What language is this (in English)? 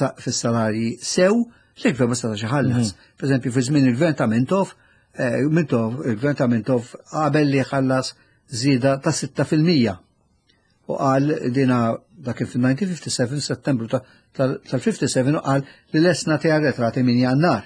Maltese